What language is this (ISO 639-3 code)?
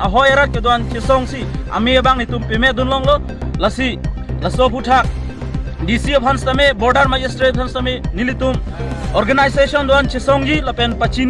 mjw